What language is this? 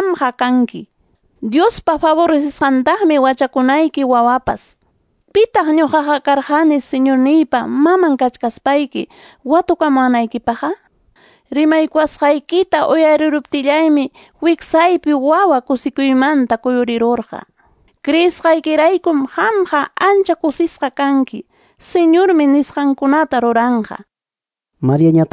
Quechua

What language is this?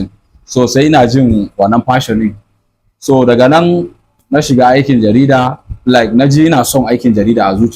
Hausa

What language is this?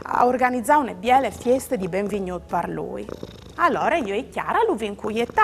Friulian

